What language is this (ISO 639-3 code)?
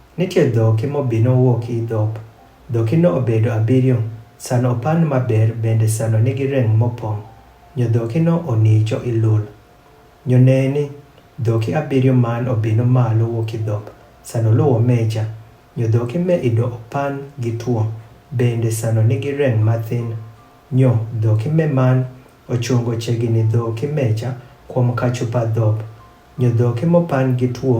adh